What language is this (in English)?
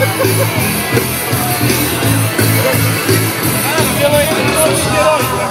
Serbian